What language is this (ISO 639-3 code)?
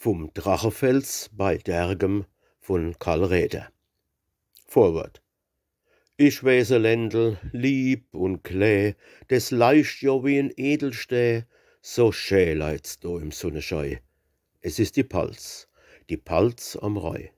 pfl